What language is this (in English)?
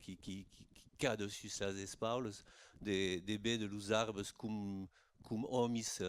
Occitan